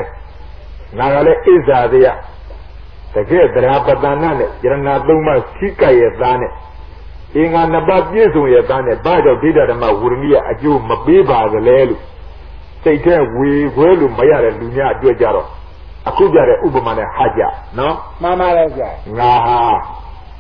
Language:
Burmese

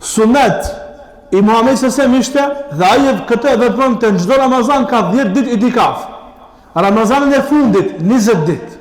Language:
Albanian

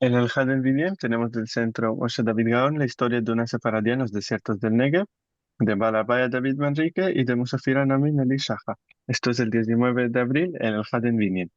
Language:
Ladino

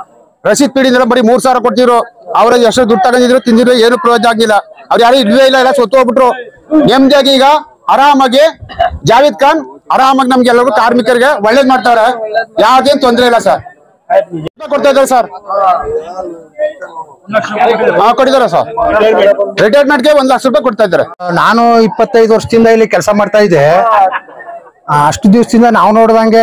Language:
Kannada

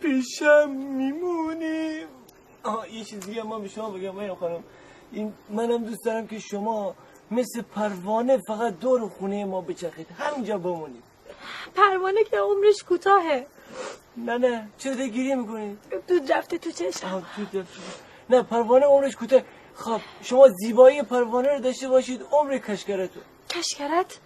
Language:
Gilaki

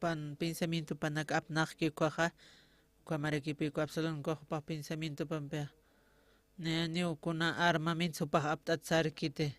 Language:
Aymara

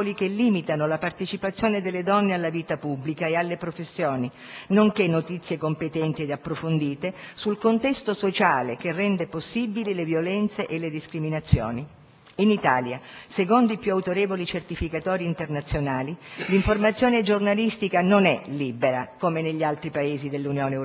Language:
Italian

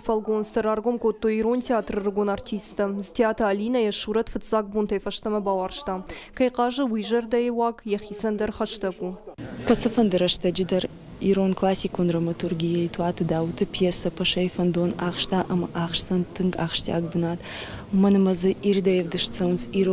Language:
Ossetic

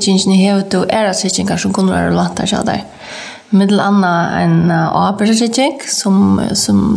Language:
Faroese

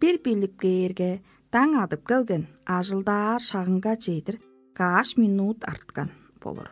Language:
Tuvinian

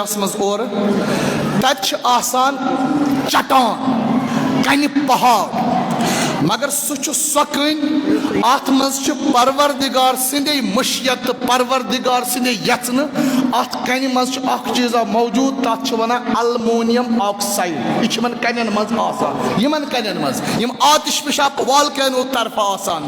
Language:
Kashmiri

